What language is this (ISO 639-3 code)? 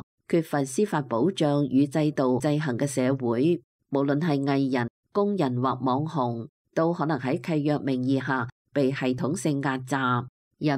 yue